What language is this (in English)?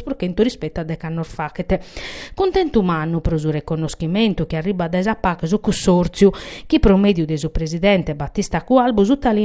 Sardinian